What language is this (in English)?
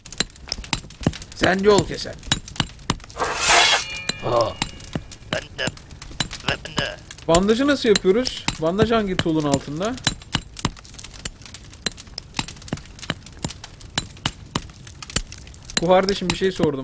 Turkish